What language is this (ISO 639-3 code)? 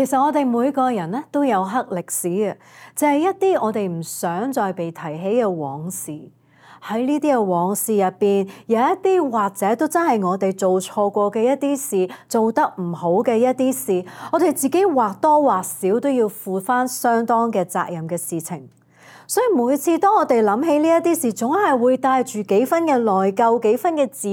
yue